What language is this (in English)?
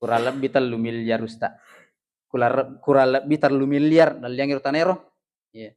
Buginese